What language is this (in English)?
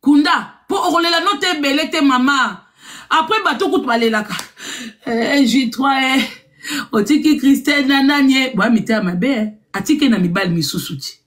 Lingala